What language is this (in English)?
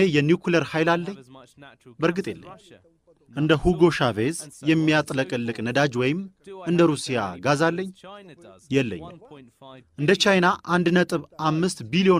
Amharic